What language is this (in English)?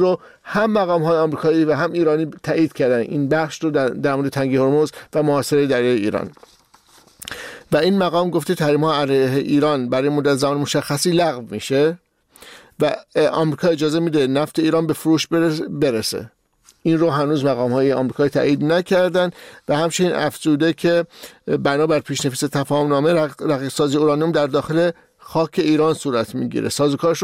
Persian